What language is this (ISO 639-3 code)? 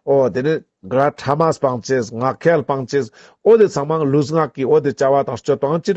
lbj